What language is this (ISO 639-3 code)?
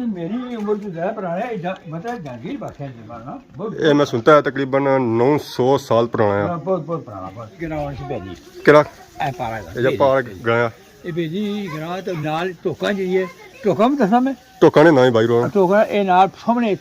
phr